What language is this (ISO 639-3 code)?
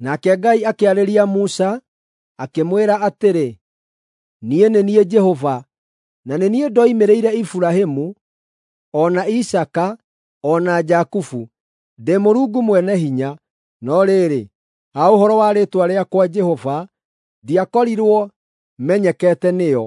kik